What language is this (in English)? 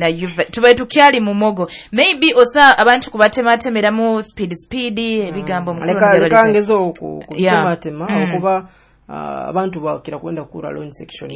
Nyoro